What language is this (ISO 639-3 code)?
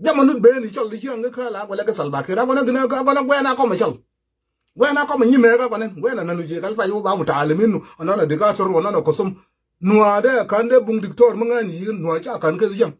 nus